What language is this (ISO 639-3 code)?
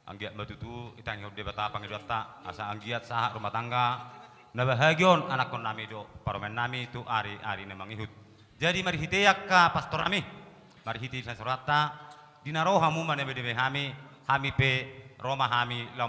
bbc